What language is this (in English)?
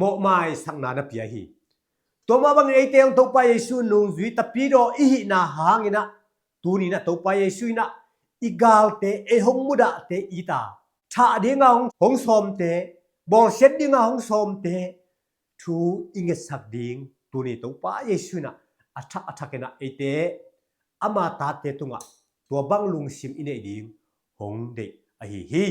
Tedim Chin